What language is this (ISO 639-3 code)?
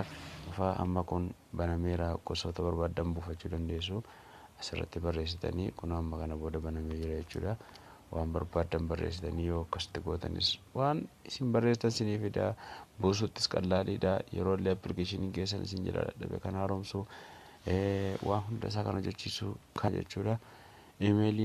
orm